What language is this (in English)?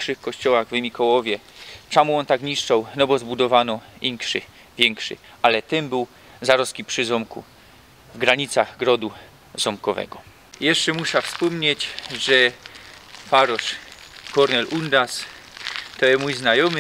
Silesian